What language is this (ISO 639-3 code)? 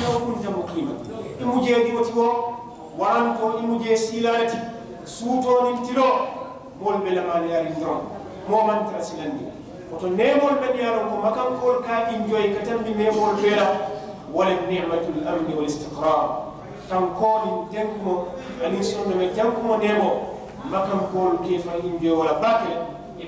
man